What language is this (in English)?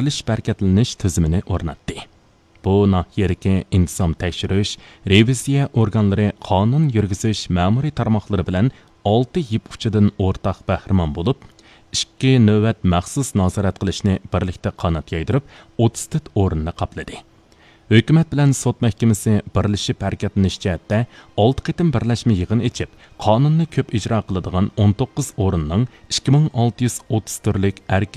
Uyghur